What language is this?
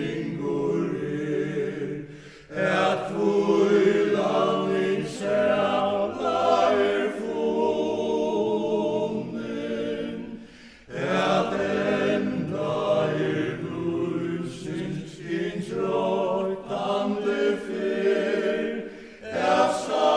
Faroese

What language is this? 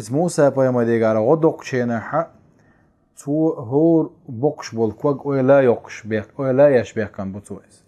Chechen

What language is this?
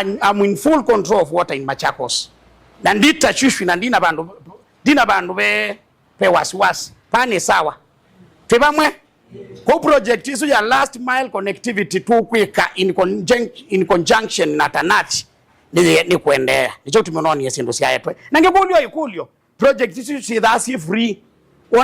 Kamba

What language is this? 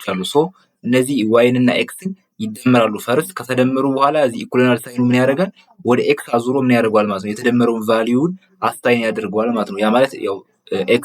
Amharic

